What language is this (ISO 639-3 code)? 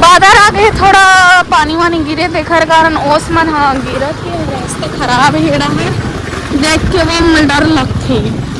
hne